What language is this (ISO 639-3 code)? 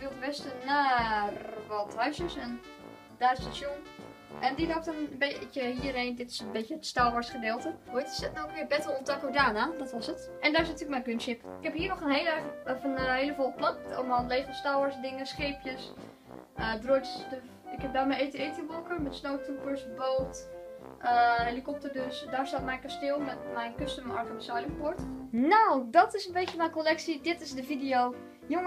nld